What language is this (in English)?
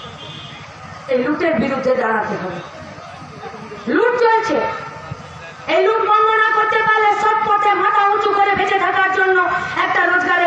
Bangla